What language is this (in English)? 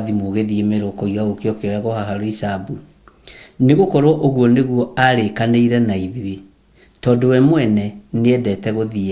Kikuyu